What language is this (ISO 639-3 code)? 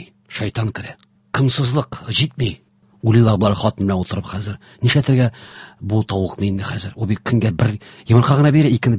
tat